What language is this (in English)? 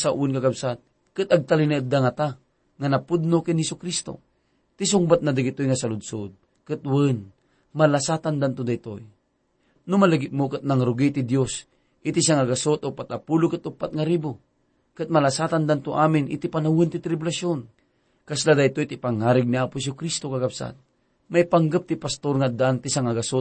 Iloko